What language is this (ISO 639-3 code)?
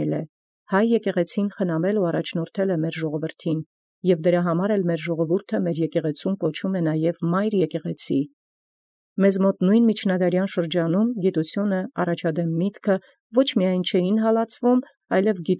hye